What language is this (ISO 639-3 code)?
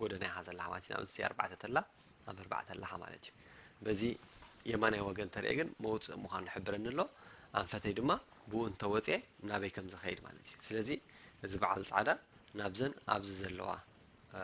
tir